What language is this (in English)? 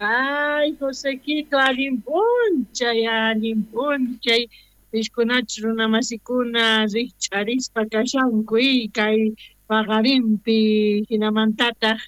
South Bolivian Quechua